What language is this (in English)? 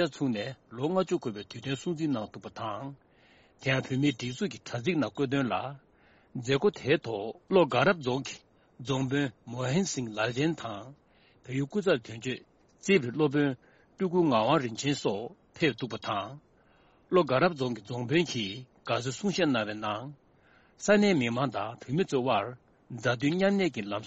Tibetan